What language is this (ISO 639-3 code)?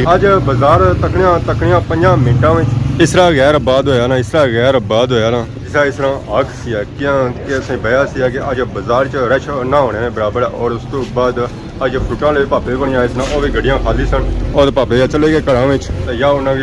phr